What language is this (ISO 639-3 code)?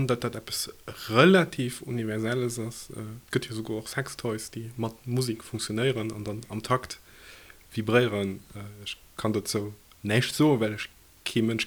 ltz